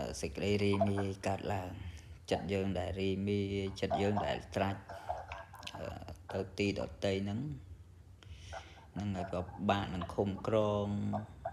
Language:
Khmer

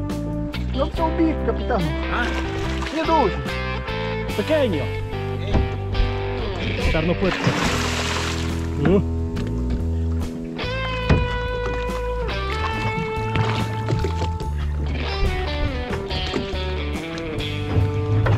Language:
Polish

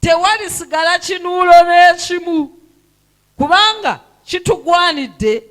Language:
Ganda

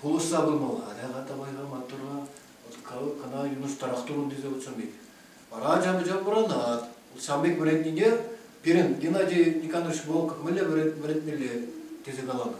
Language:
Chuvash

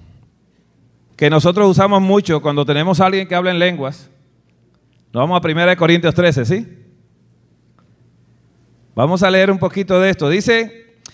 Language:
Spanish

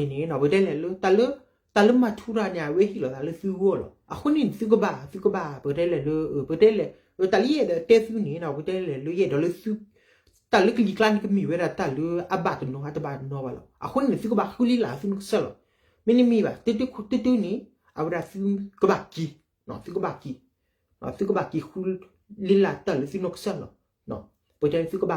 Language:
S'gaw Karen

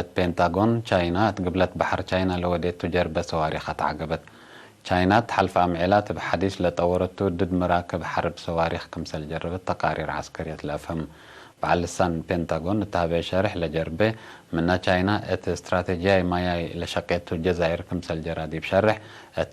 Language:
Tigre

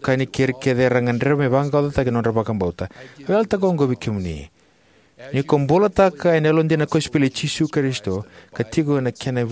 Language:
Fijian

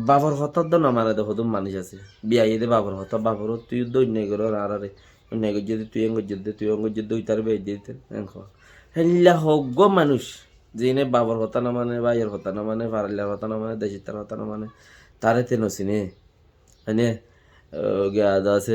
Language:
Rohingya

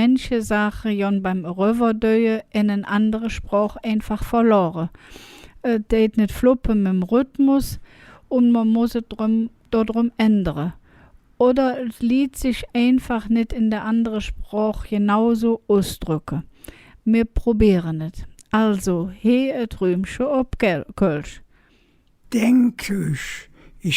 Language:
Colognian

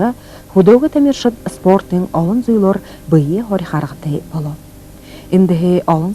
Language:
Buriat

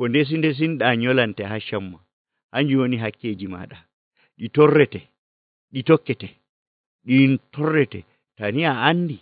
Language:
Nigerian Fulfulde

